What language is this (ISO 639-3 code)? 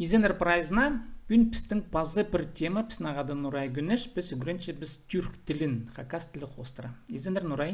kjh